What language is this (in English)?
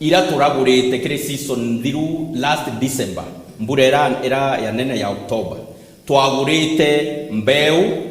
Meru